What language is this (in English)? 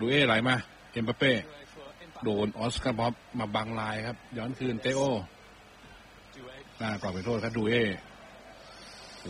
Thai